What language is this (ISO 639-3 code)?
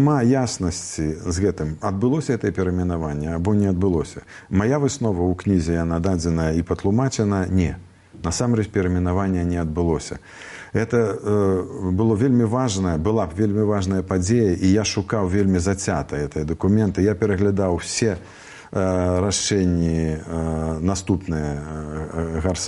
bel